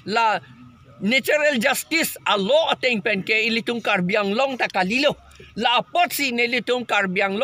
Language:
Karbi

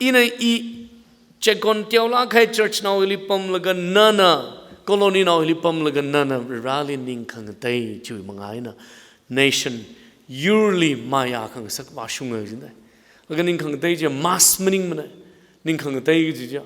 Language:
Tangkhul Naga (India)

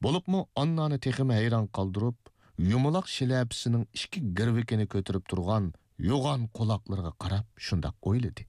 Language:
Uyghur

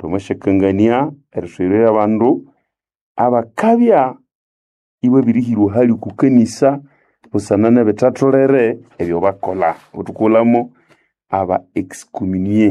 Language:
Nande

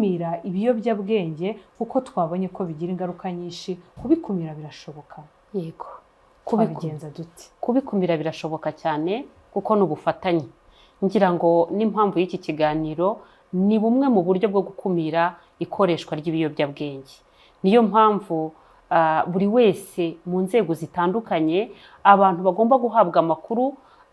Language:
Kinyarwanda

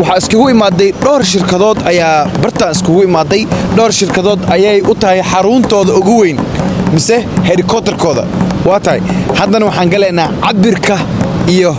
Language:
Somali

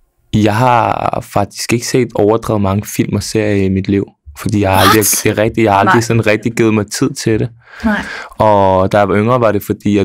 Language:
Danish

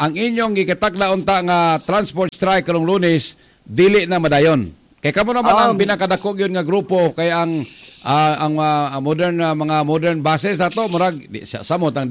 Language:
Cebuano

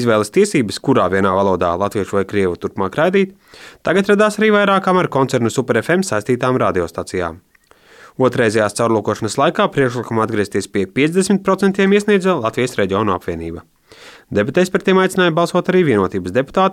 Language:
Latvian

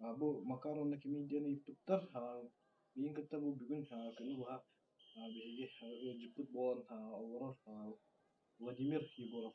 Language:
Yakut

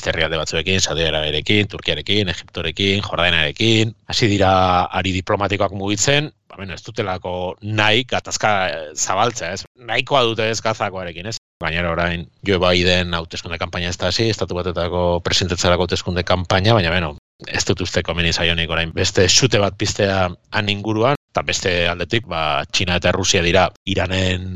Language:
Basque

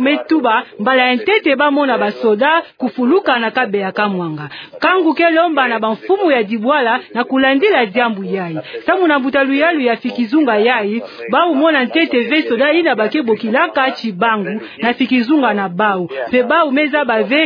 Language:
Kituba (Democratic Republic of Congo)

